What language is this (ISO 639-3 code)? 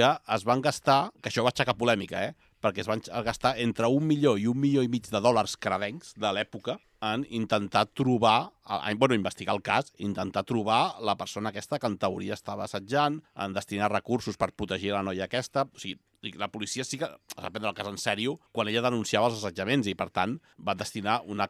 cat